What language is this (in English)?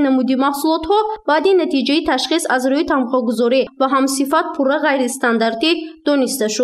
Tajik